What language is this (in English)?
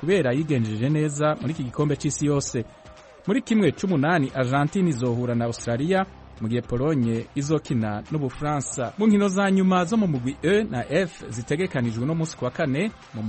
Rundi